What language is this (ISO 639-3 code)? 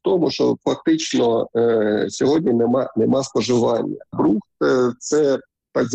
ukr